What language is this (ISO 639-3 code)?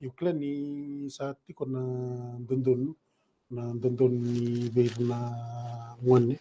fij